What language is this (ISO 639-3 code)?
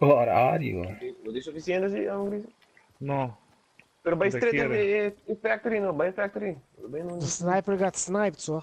pap